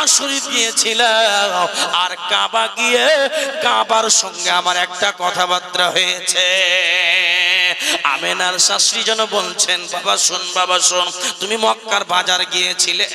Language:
Bangla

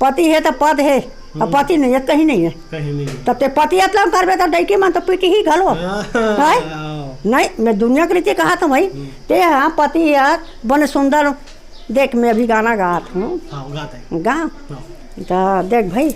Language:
Chhattisgarhi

